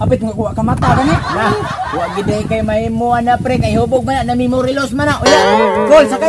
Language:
Cebuano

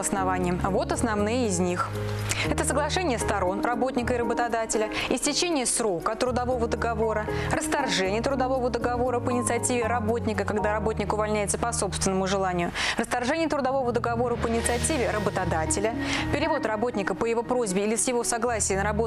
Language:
Russian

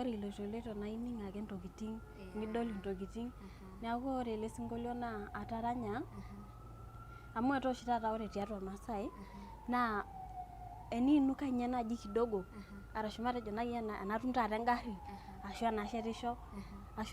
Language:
Masai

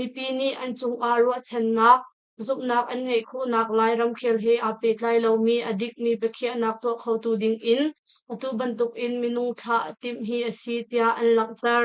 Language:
Hakha Chin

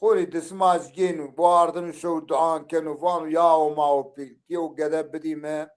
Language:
Zaza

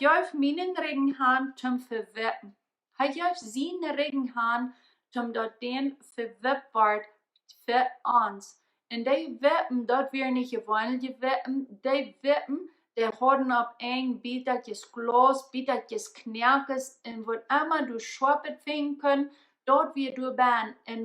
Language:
Plautdietsch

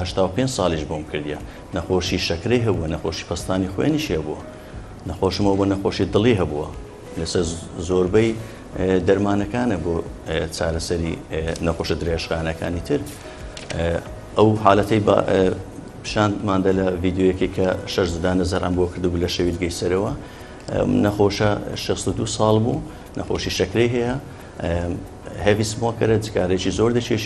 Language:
Central Kurdish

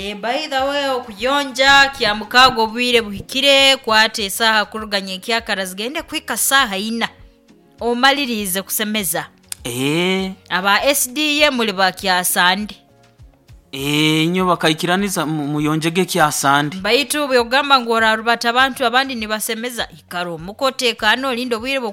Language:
Nyoro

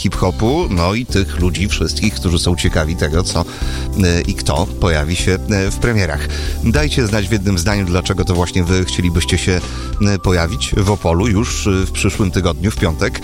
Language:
Polish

